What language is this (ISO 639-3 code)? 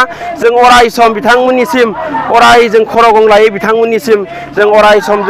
brx